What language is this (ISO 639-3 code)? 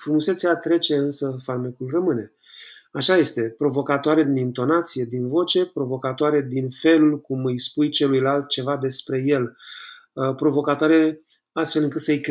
ron